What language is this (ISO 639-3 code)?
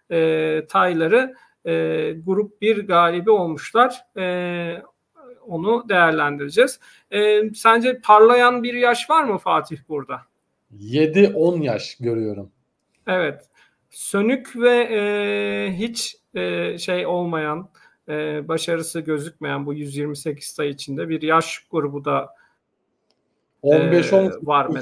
tur